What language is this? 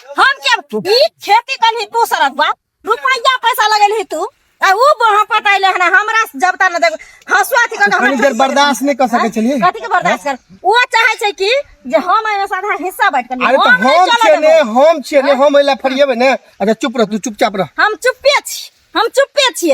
Maithili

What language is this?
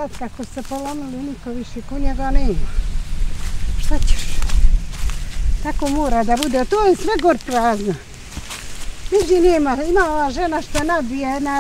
Bosnian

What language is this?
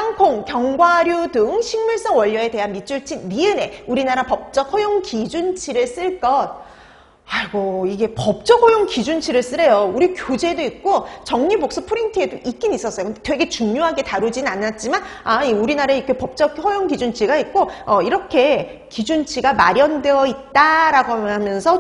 Korean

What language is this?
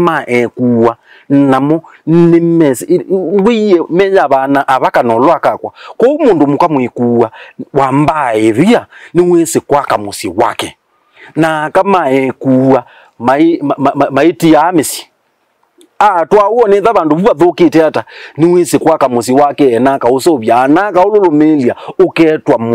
Kamba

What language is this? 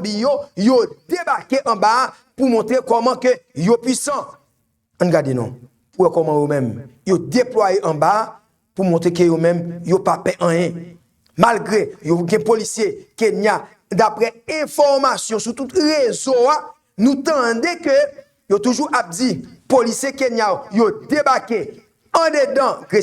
Haitian Creole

